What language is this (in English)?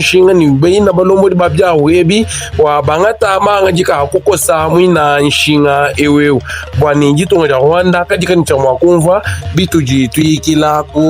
Luba-Lulua